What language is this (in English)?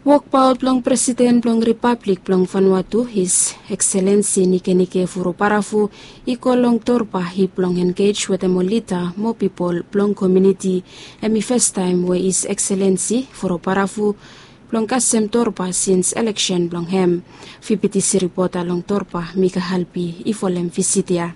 Bislama